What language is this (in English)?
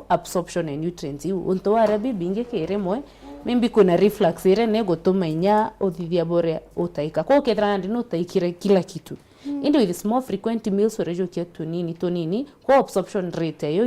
Meru